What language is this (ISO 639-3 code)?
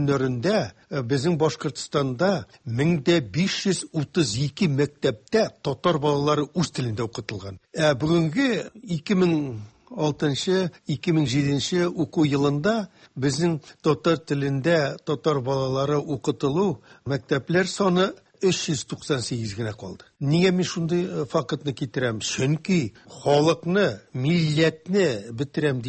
tat